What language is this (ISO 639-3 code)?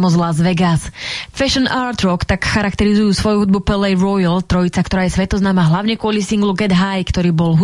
slk